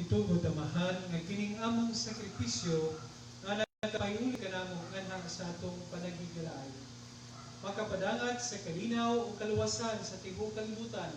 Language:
Cebuano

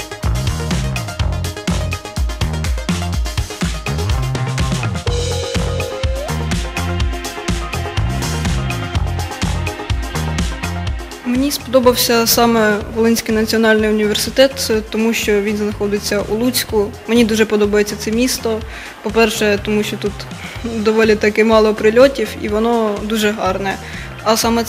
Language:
Ukrainian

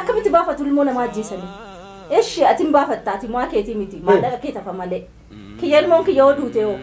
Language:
Oromo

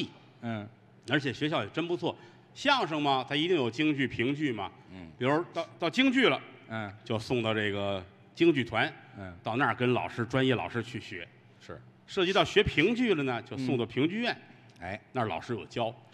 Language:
Chinese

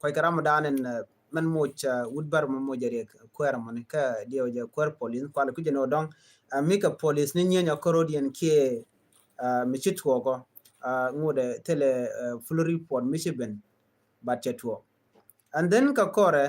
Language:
Nuer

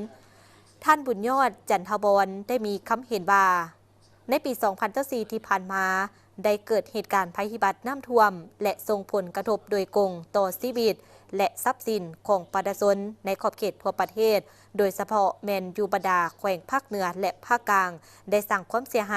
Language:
Lao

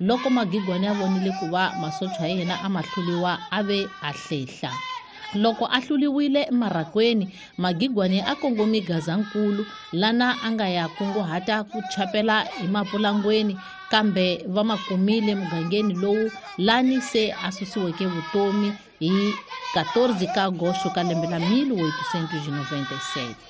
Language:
Tsonga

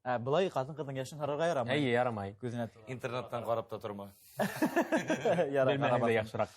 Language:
Bashkir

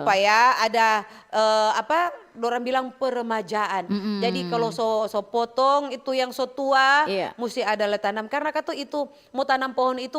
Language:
Manado Malay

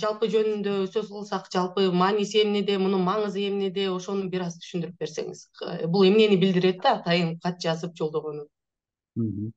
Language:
Kyrgyz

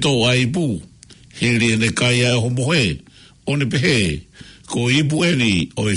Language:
Tongan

